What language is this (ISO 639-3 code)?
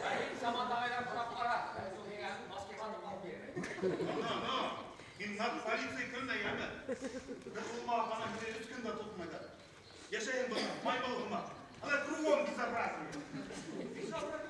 bak